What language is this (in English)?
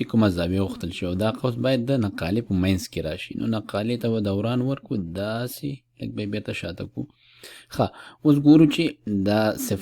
Pashto